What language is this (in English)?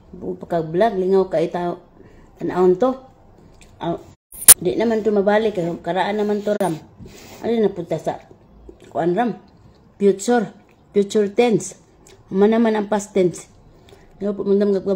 Cebuano